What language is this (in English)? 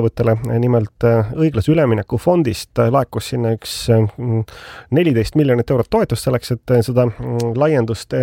Estonian